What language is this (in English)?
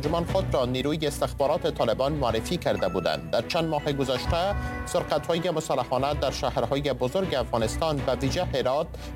Persian